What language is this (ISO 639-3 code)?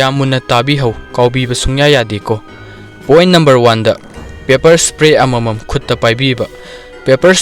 mni